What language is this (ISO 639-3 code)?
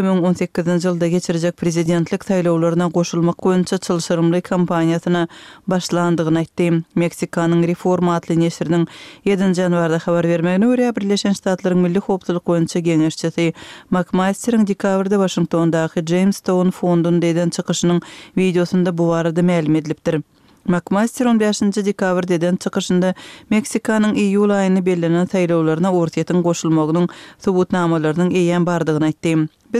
tuk